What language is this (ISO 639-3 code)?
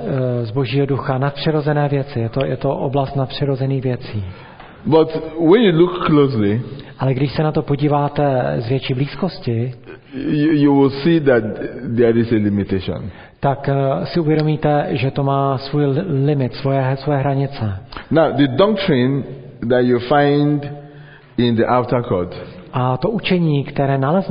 ces